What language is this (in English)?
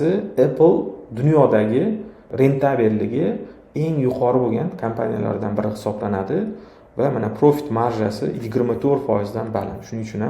Uzbek